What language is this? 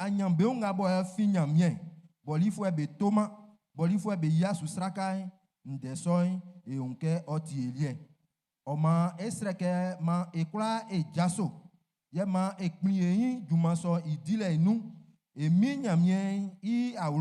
Baoulé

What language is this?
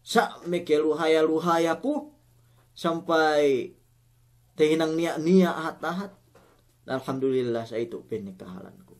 Yakan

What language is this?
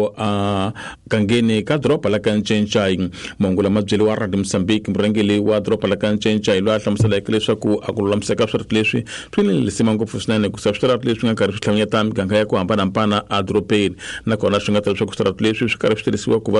Tsonga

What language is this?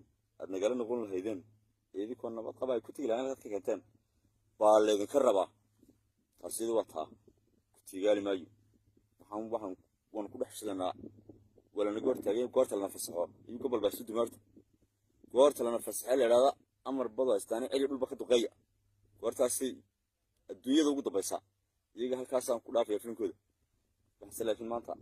Somali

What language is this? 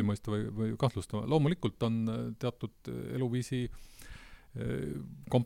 Estonian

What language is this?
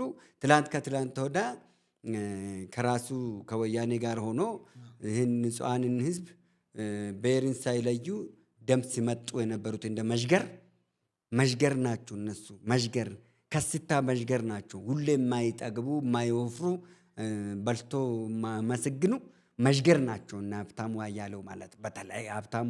Amharic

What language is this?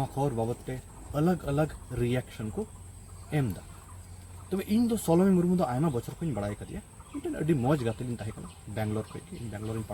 Santali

